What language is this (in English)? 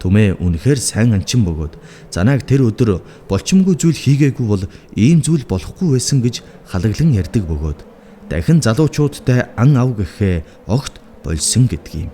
Mongolian